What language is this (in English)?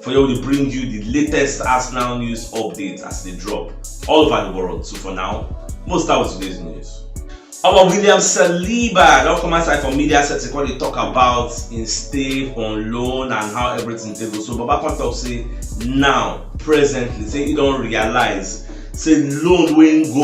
Nigerian Pidgin